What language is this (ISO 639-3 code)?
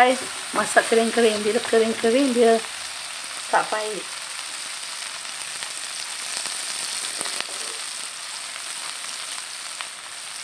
msa